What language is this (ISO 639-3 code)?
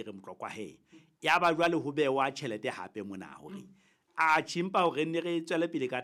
sot